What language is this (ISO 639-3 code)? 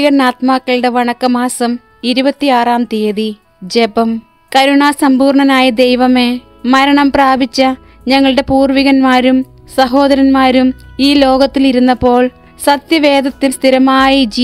mal